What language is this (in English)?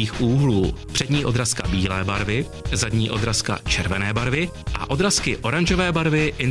Czech